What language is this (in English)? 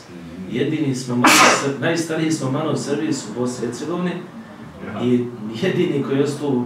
Bosnian